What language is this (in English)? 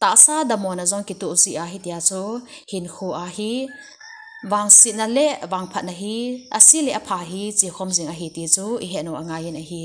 Thado Chin